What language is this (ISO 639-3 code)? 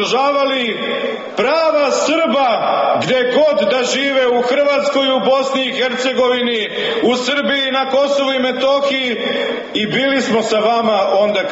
srp